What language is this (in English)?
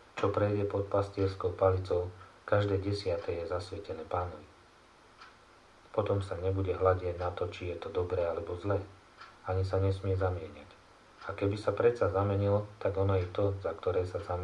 Slovak